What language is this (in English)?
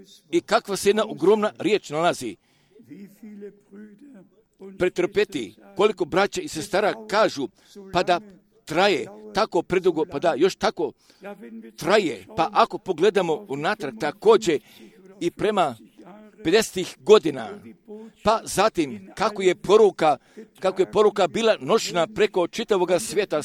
Croatian